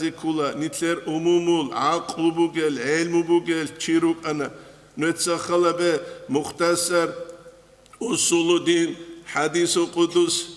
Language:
Avaric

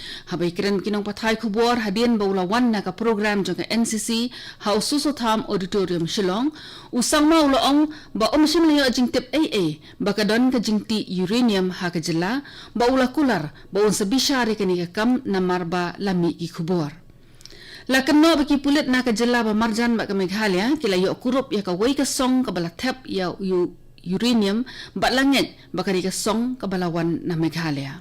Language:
Khasi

